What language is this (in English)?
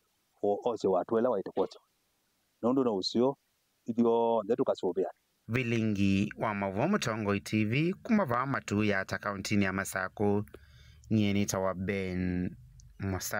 Kamba